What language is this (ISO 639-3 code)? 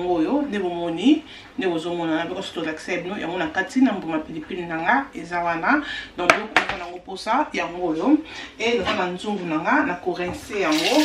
lin